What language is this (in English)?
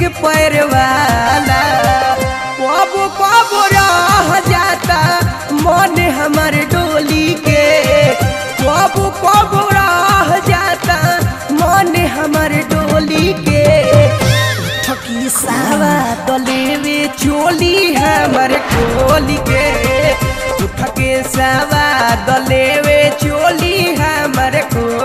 Bhojpuri